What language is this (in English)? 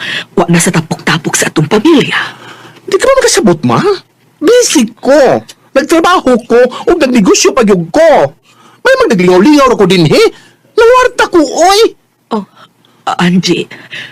Cebuano